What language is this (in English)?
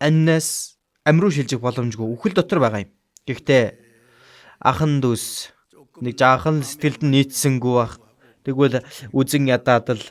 Mongolian